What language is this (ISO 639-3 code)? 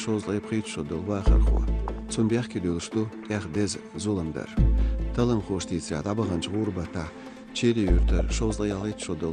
che